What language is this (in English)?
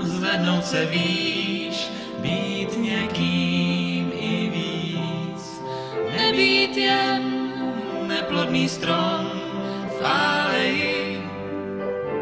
Czech